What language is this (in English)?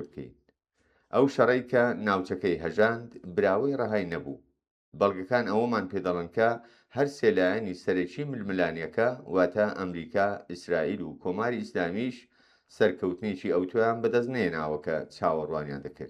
Central Kurdish